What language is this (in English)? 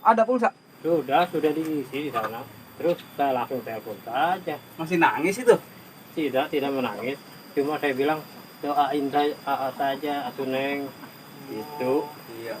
Betawi